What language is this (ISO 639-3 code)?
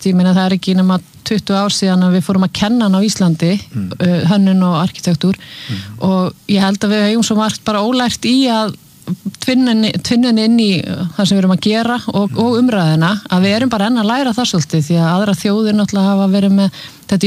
isl